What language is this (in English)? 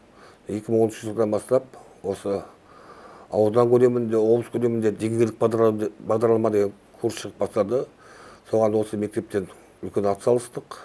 Kazakh